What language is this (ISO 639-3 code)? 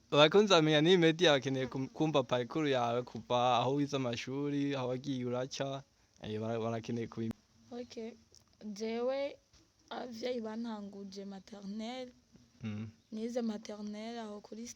run